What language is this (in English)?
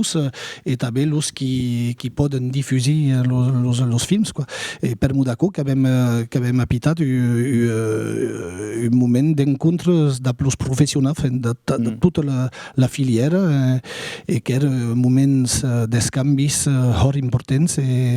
Occitan